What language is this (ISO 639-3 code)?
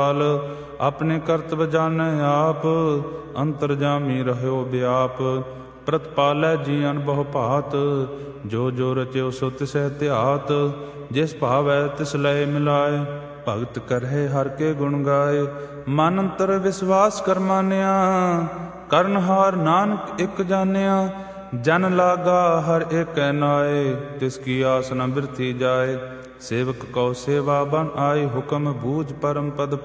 pan